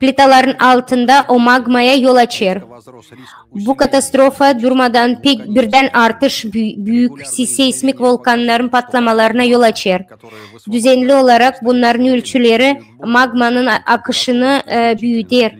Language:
Gagauz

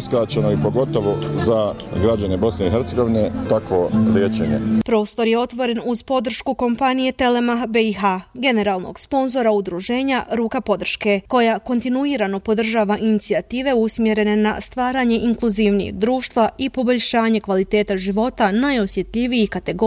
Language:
Bosnian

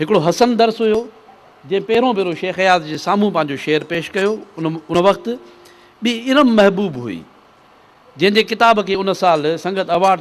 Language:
Sindhi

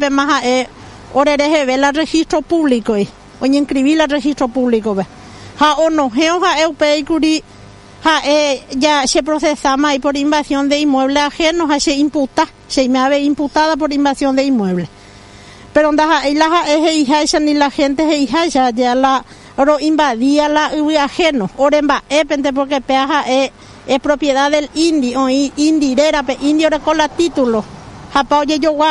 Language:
Guarani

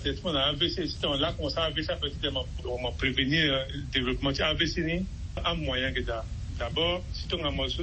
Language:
Sango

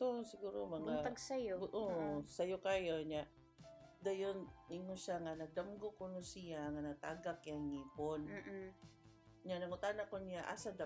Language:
Cebuano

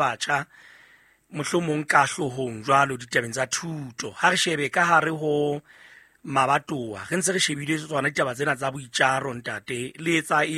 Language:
Southern Sotho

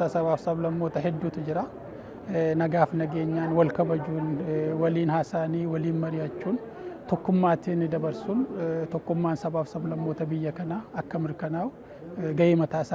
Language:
Oromo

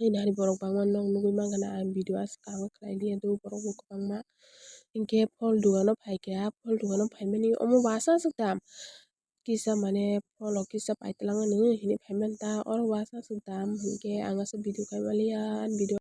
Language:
Kok Borok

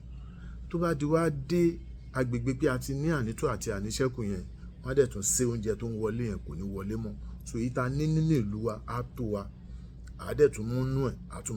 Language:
Yoruba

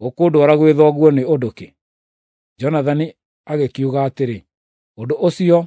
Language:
Kikuyu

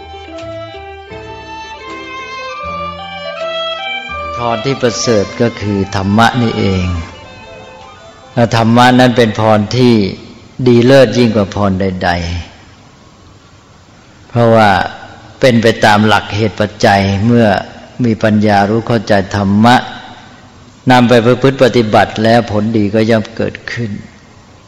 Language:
Thai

